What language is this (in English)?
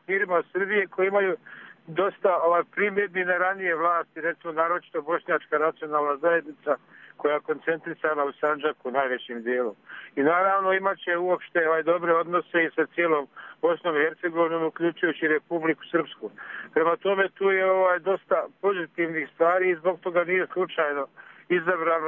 Bosnian